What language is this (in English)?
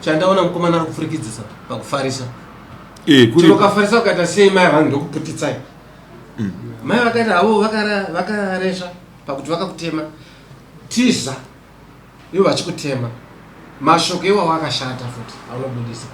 Shona